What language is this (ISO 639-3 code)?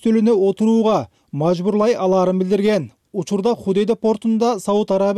kir